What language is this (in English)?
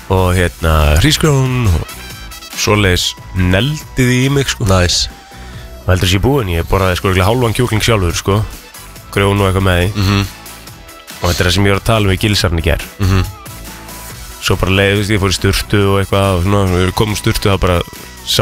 Icelandic